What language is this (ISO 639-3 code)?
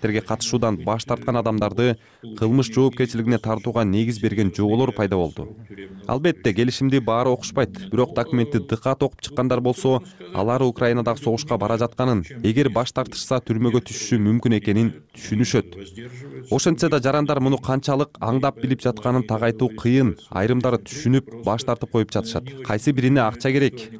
kir